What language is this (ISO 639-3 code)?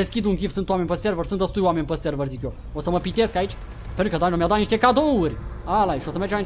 ron